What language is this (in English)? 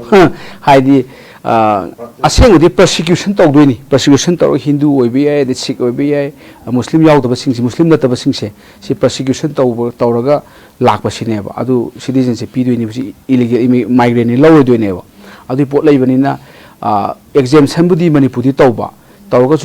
Manipuri